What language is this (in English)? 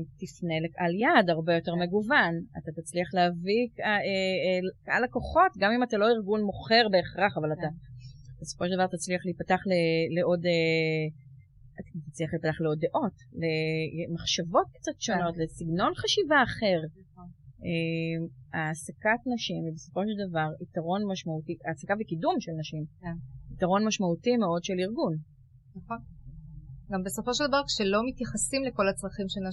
Hebrew